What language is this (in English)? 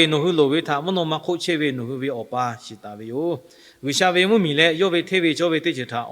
Lahu